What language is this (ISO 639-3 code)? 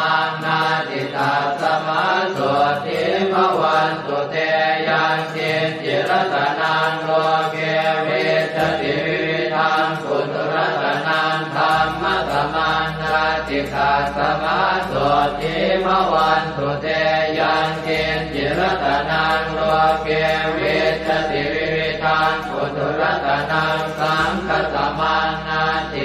pli